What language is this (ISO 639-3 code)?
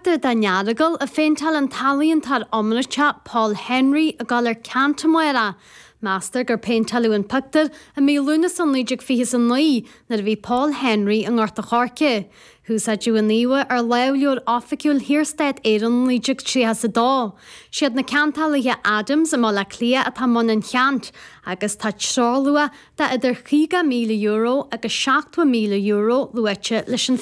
gle